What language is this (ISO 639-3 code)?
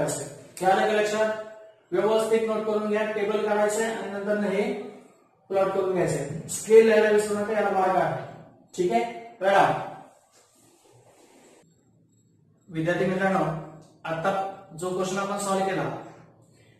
mar